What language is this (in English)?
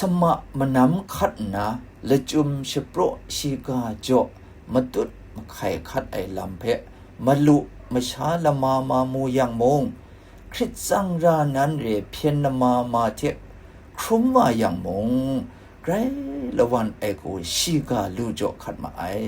Kachin